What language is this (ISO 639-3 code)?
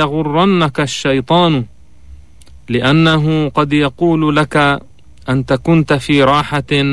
ara